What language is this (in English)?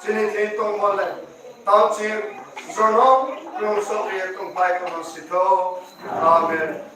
Riang (India)